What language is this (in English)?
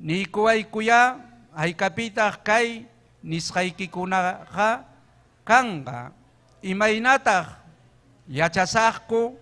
Ayacucho Quechua